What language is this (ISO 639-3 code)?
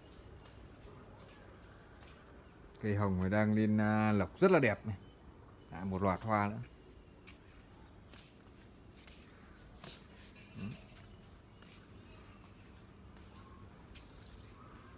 vie